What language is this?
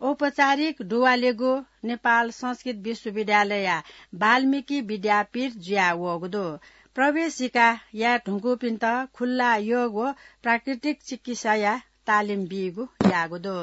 Newari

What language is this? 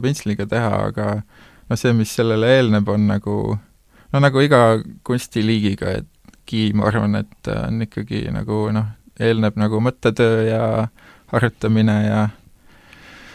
Estonian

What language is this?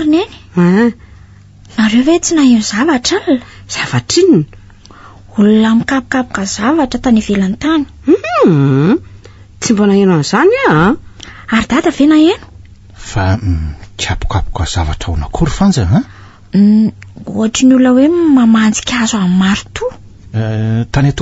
Malagasy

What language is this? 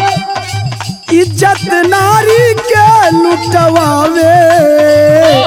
Bhojpuri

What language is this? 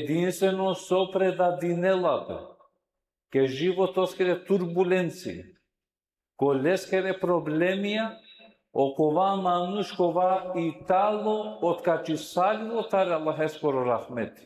Balkan Romani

